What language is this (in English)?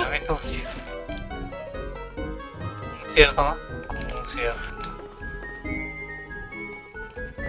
Japanese